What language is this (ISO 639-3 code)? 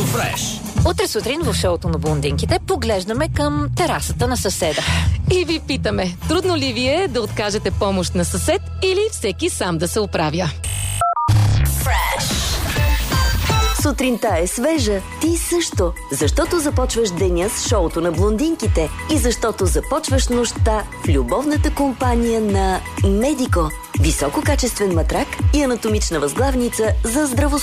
bul